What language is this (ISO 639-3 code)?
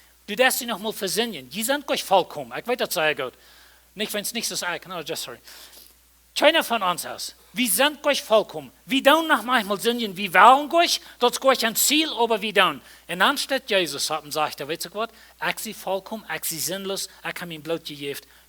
pdt